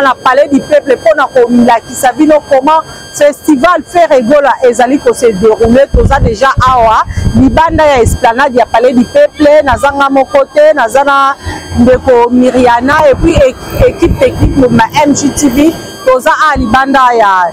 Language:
Lingala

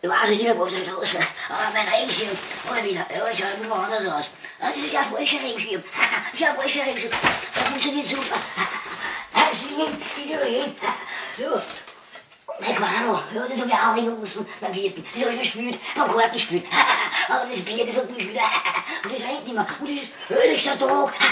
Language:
Bavarian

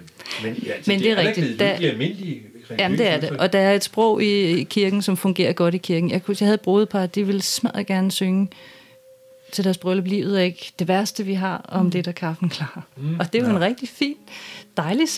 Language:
Danish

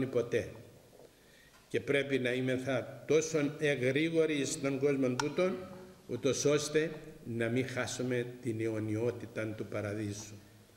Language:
Greek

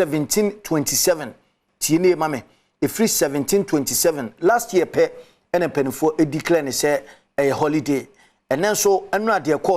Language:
Akan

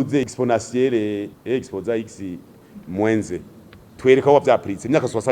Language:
Rundi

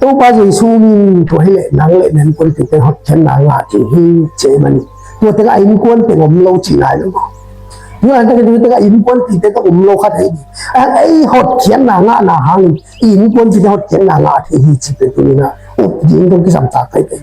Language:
Tedim Chin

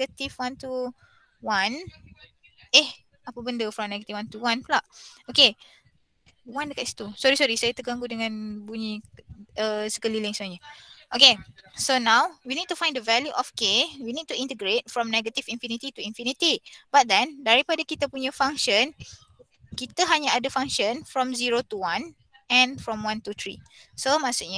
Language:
Malay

